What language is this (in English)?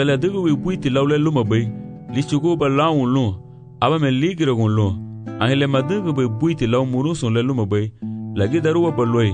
Garifuna